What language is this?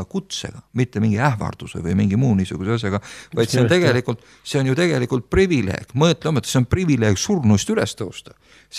Estonian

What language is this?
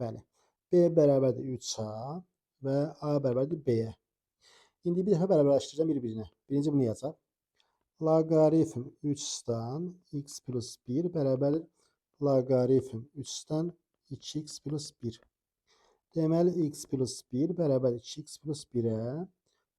Azerbaijani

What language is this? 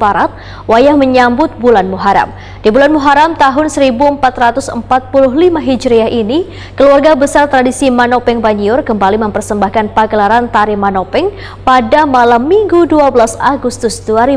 Banjar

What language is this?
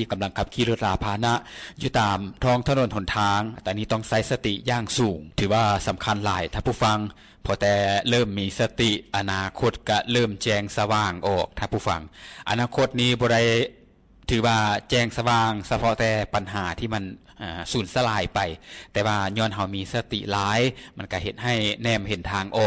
Lao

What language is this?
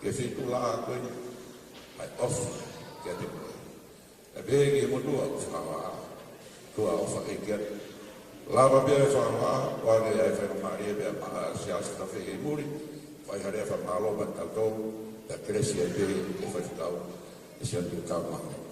Tongan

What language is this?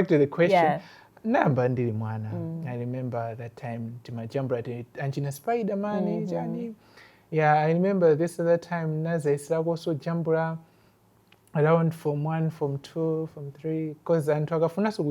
Nyanja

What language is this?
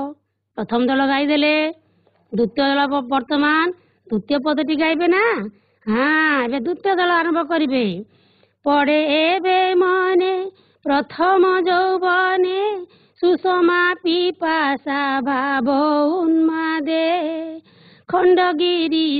Odia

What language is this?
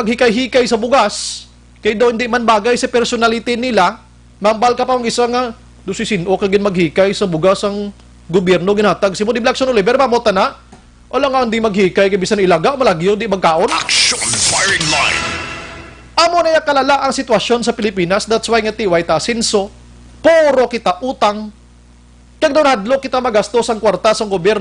Hiligaynon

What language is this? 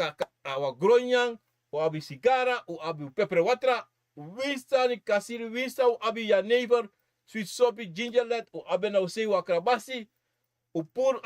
Sranan Tongo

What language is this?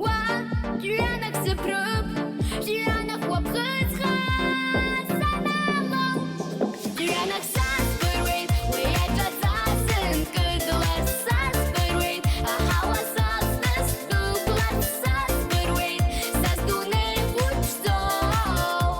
Abkhazian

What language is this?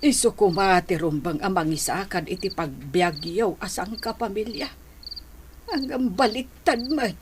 Iloko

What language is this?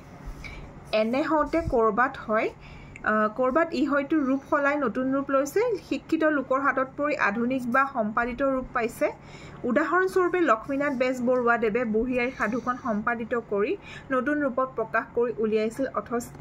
Assamese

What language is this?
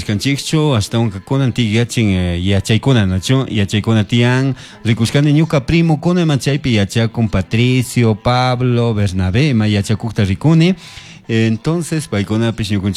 Chimborazo Highland Quichua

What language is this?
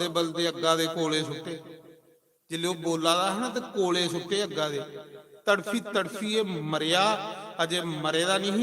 Dogri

